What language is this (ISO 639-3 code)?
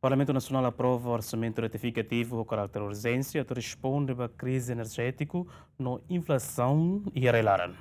tet